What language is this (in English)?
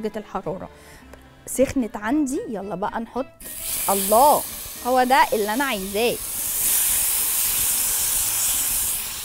Egyptian Arabic